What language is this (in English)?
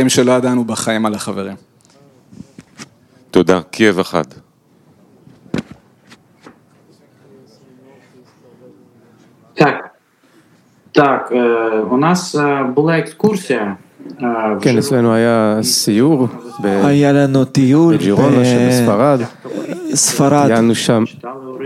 Hebrew